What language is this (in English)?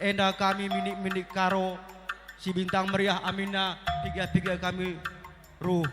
Batak Karo